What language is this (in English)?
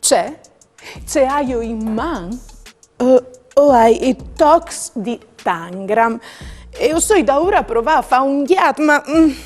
Friulian